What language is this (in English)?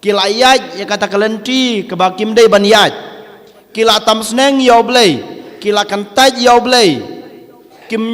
Khasi